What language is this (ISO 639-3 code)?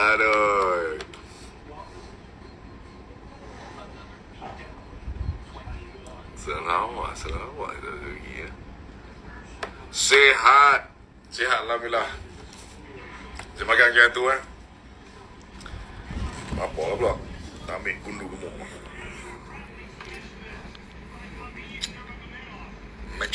msa